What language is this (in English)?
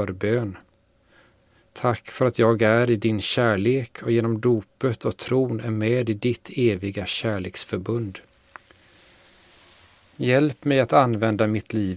Swedish